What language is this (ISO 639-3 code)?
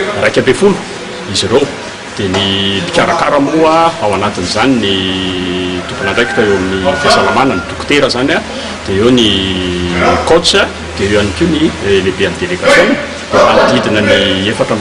mlg